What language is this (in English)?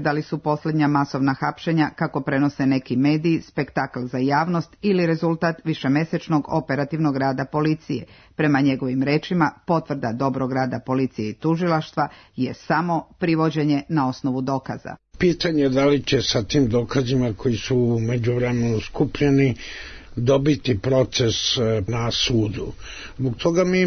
Serbian